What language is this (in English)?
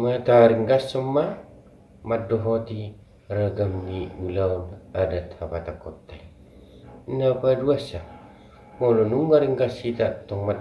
Batak Toba